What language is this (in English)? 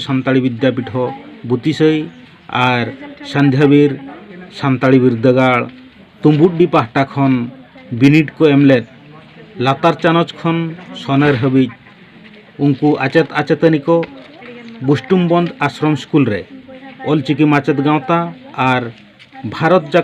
Santali